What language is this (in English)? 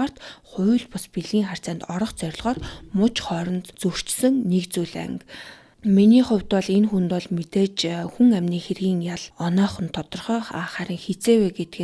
Mongolian